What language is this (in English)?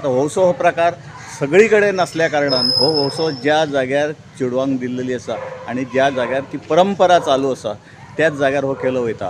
Konkani